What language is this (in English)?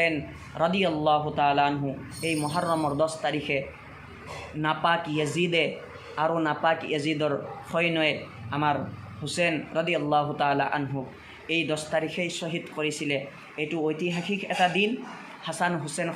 Assamese